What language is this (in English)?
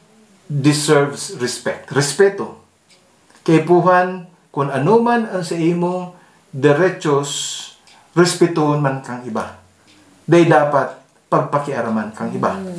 Bikol